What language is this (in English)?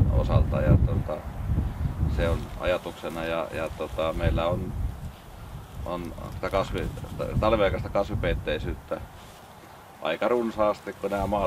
Finnish